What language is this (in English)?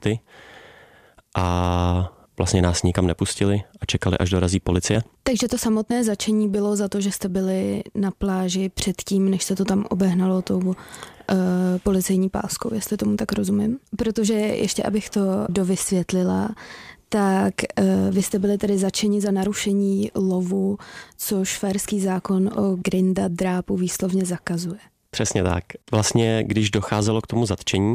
Czech